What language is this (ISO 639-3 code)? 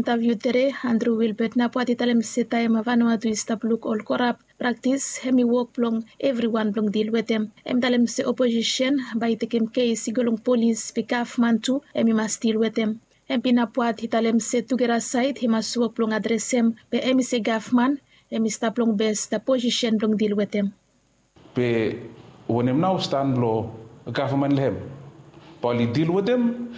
bis